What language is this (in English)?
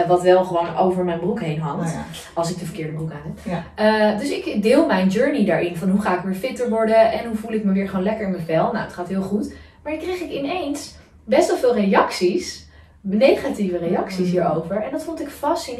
Dutch